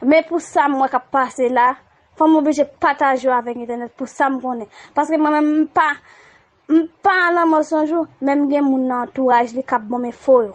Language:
Haitian Creole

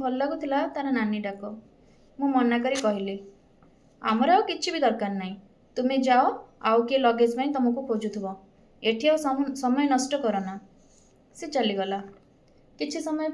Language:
Odia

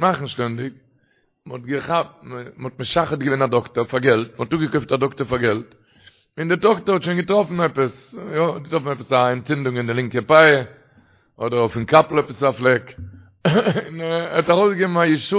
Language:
Yiddish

